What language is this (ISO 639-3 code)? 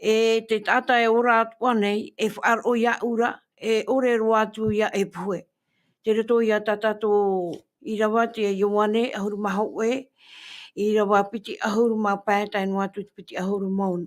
tah